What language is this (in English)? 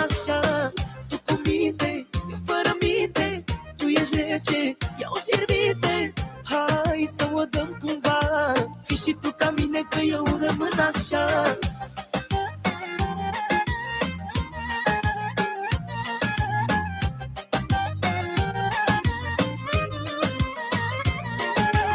Romanian